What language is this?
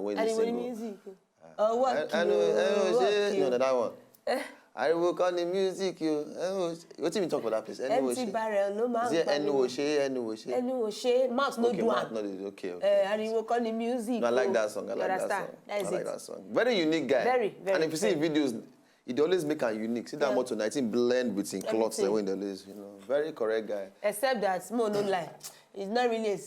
Nigerian Pidgin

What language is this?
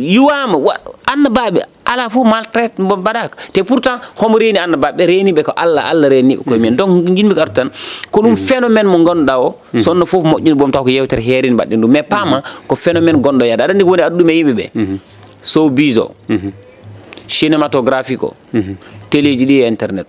Fula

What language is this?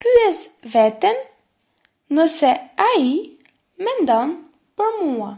Albanian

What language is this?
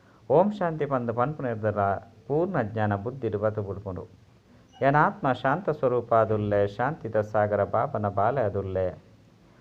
Tulu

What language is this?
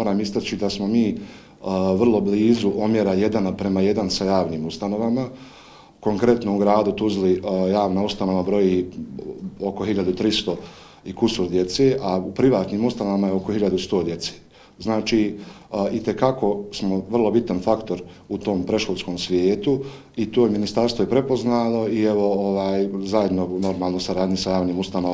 Bosnian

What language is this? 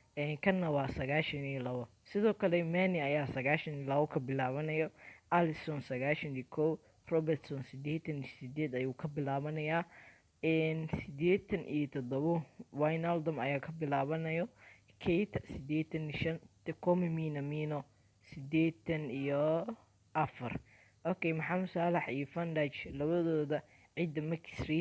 Somali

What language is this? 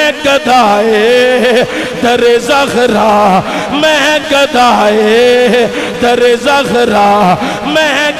Urdu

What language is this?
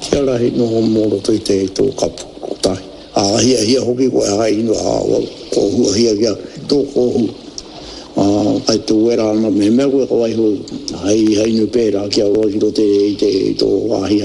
Māori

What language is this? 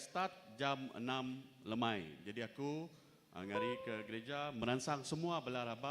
Iban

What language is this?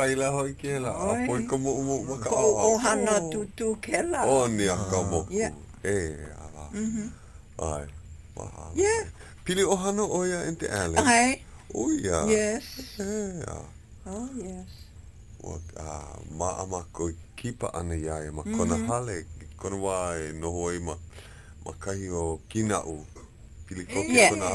Hawaiian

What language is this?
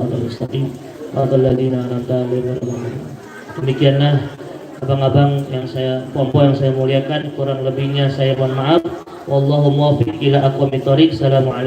Betawi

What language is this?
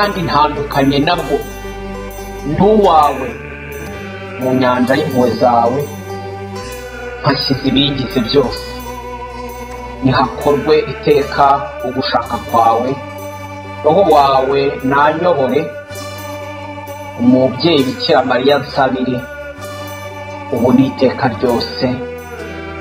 Kinyarwanda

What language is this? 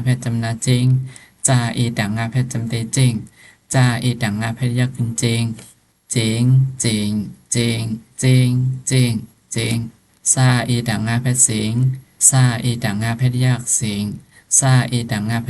Shan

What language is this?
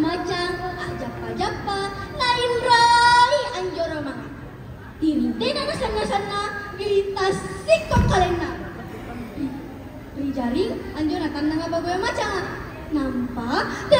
Makasar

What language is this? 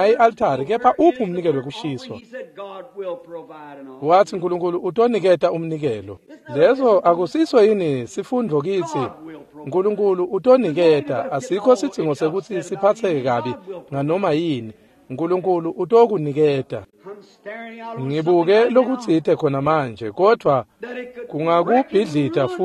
Swati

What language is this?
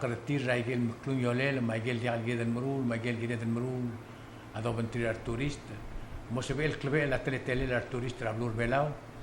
Palauan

